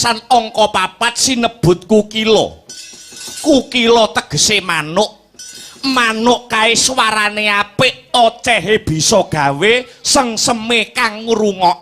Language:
Javanese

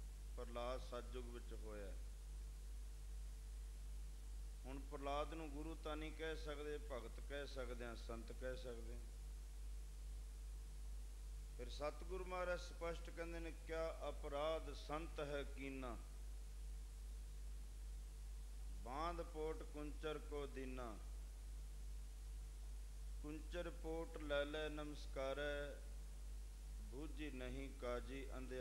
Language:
Punjabi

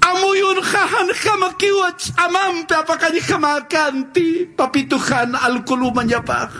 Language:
Aymara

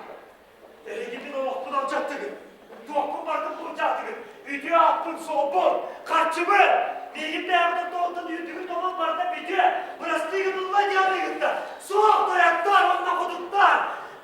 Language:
Yakut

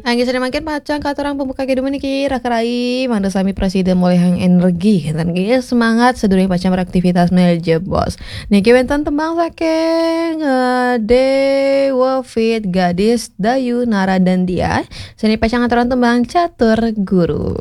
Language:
Balinese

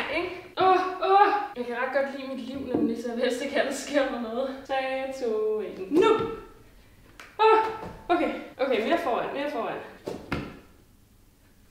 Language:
Danish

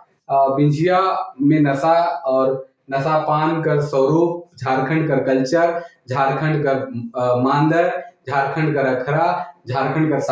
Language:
Sadri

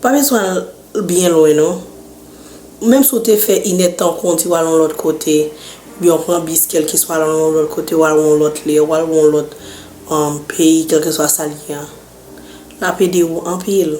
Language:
Haitian Creole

